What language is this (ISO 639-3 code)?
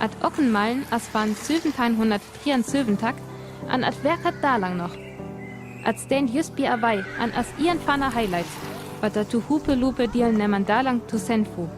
frr